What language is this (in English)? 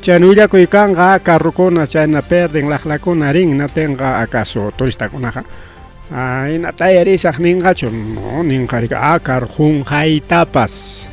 Ayacucho Quechua